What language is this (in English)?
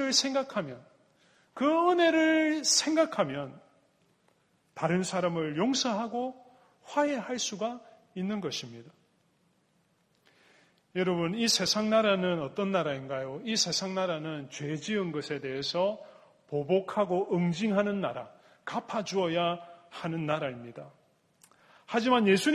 Korean